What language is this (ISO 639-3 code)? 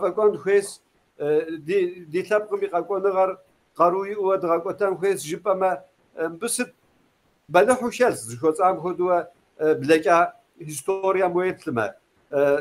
kbd